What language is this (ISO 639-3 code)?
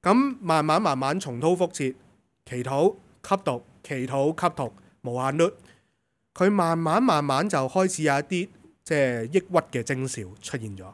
yue